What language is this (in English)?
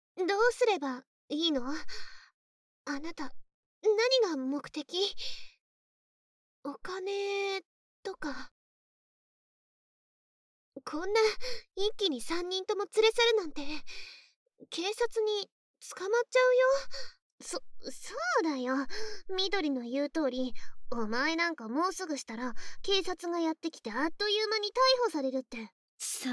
Japanese